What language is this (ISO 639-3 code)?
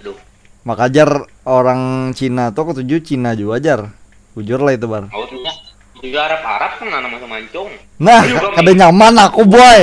bjn